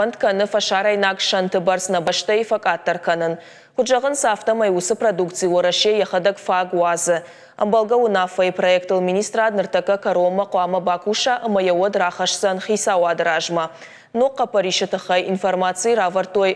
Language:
Ossetic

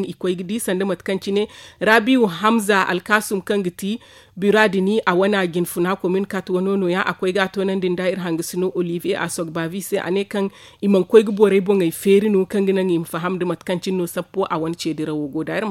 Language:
Zarma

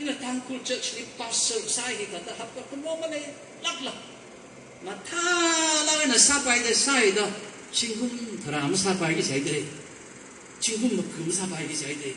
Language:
Tangkhul Naga (India)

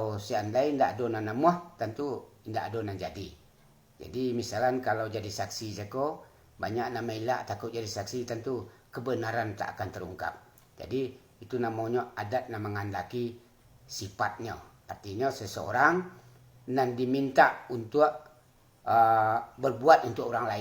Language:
Minangkabau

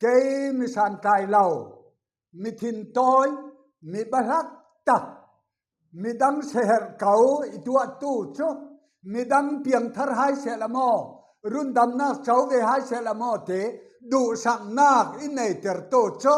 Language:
Falam Chin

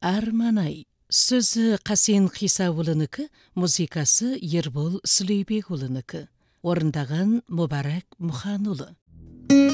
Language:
Kazakh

